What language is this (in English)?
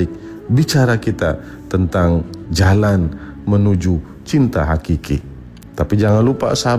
Indonesian